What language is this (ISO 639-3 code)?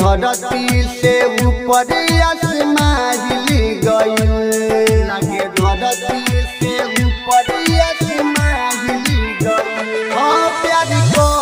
bho